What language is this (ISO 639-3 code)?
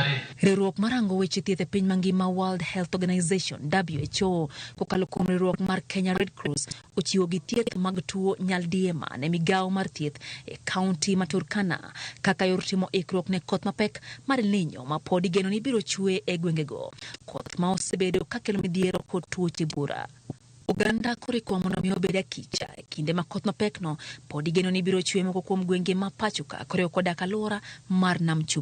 luo